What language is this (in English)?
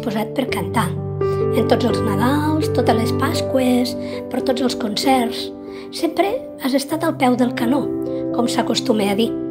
Catalan